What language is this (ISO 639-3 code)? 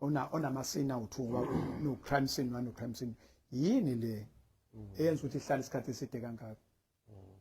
zul